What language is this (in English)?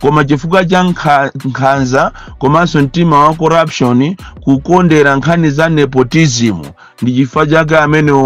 Nyanja